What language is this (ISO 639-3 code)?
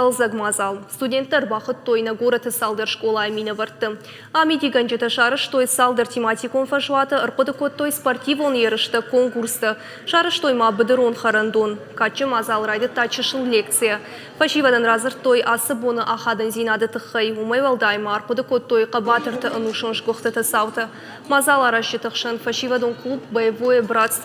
oss